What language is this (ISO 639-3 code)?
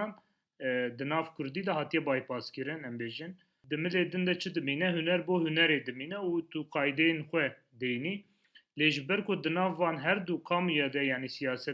kur